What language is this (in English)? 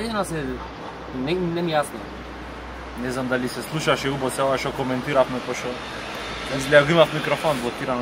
Macedonian